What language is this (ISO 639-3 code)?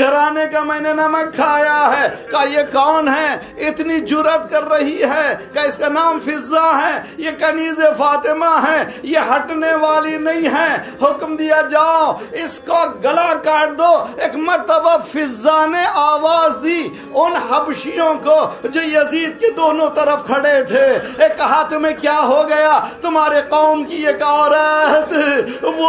urd